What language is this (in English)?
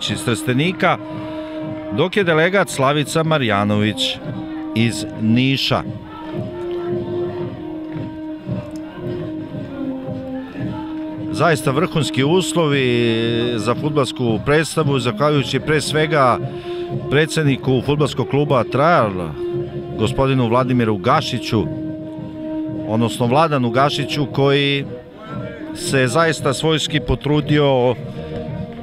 Serbian